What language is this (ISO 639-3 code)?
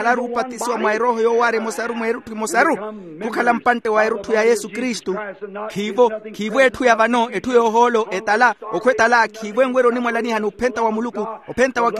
vmw